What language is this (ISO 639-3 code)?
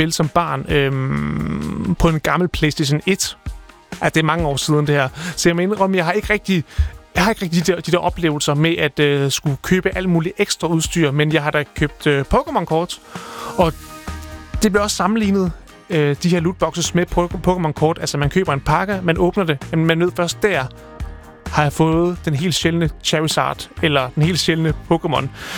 dan